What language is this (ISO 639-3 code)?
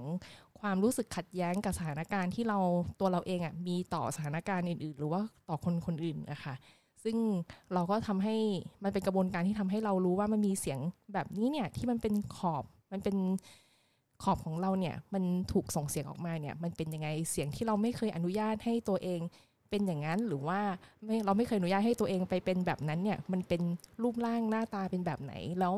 tha